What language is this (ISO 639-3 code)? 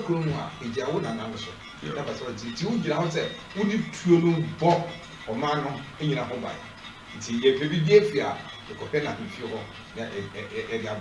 aka